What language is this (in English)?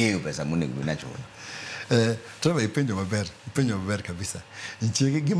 Luo (Kenya and Tanzania)